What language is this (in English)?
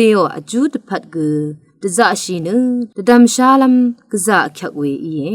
Rawang